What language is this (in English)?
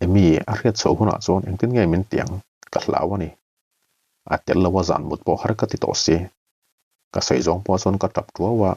Mizo